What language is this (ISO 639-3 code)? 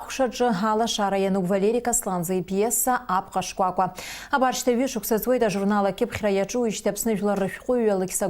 abk